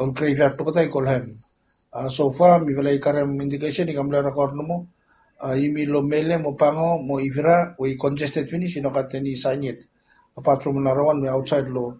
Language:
Bislama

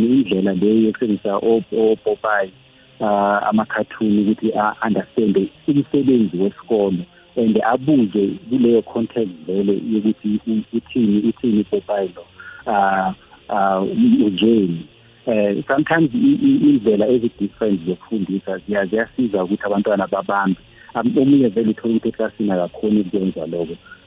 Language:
South Ndebele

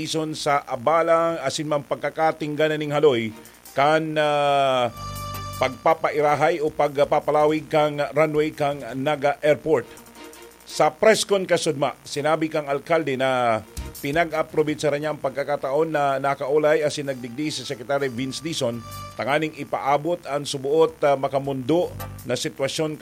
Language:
Bikol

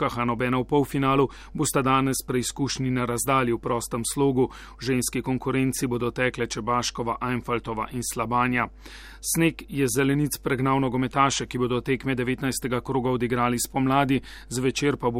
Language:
Slovenian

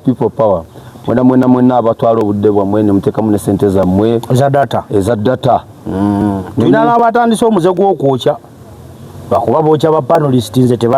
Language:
Ganda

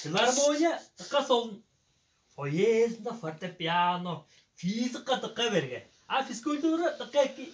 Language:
Tuvinian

